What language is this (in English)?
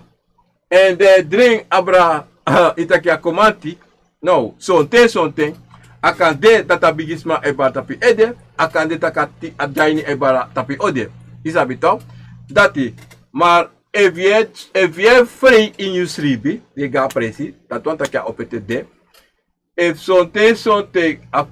Sranan Tongo